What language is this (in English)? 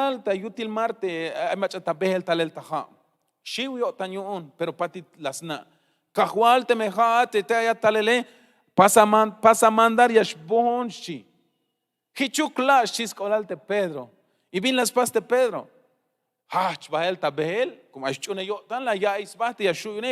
Tzeltal